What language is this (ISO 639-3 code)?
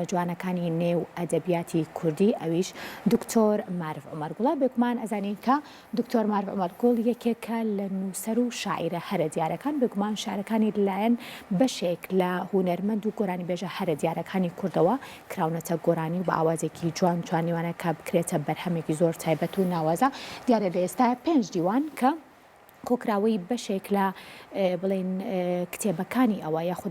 ckb